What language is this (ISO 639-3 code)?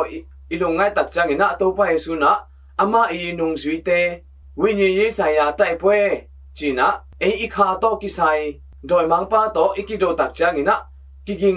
ctd